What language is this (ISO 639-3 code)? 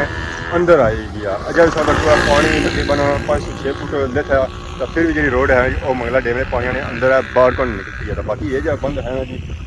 phr